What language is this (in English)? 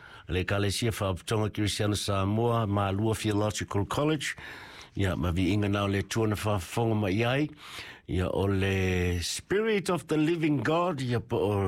Samoan